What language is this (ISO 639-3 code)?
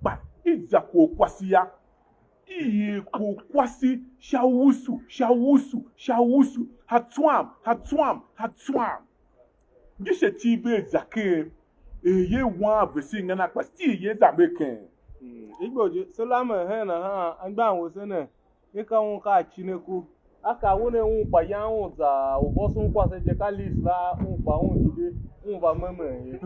tiv